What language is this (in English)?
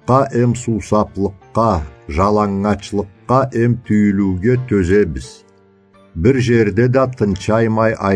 Karachay-Balkar